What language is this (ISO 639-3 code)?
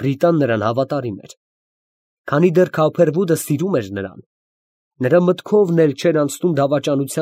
hye